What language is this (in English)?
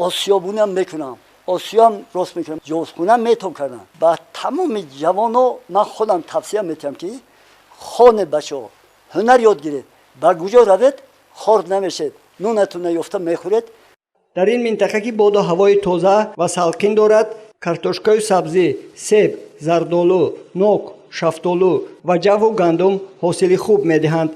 Tajik